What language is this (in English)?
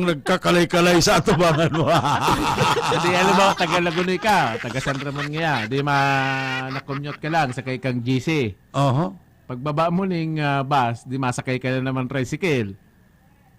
Bikol